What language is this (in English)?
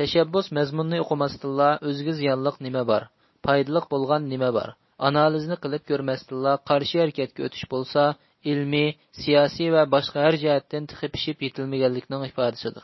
Uyghur